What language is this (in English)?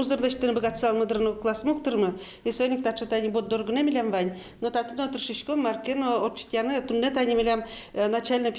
Udmurt